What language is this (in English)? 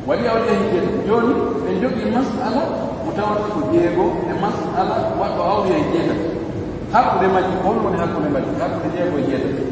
Pular